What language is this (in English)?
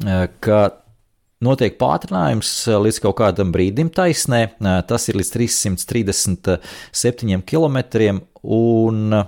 Latvian